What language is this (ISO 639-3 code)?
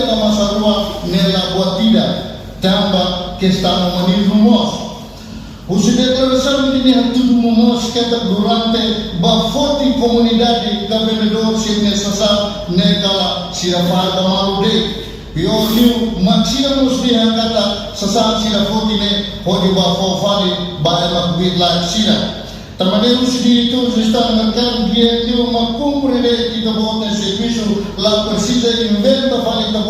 tet